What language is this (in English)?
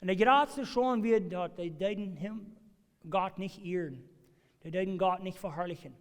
Plautdietsch